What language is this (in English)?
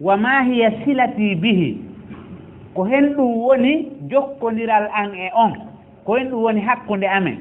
Fula